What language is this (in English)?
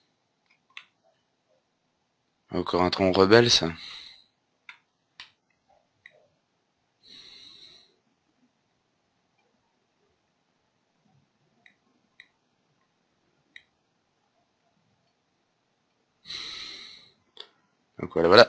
French